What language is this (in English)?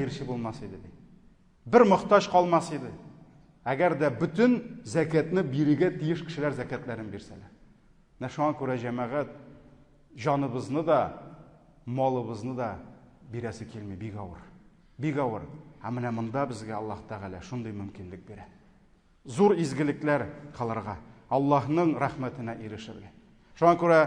Tatar